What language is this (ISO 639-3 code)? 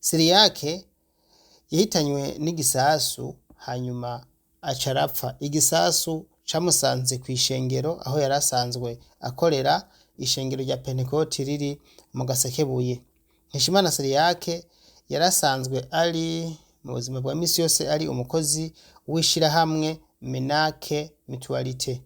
run